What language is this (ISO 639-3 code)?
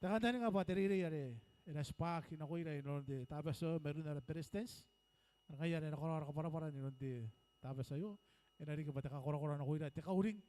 gil